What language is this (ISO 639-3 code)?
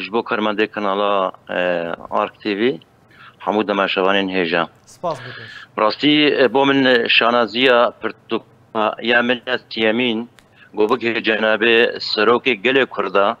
kur